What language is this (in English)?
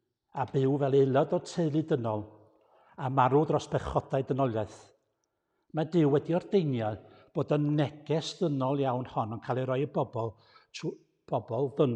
Welsh